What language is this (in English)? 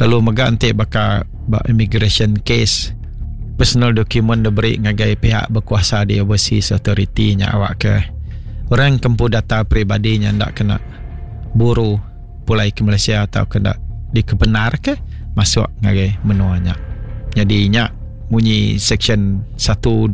Iban